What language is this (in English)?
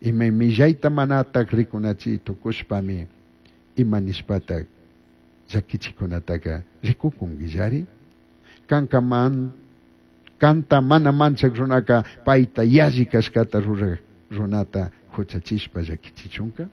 Chimborazo Highland Quichua